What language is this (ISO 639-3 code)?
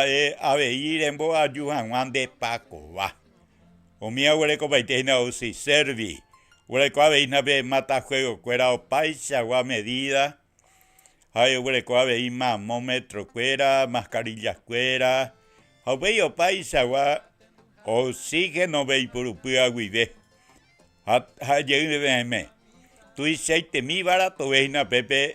grn